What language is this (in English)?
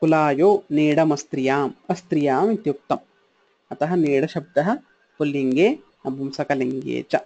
Sanskrit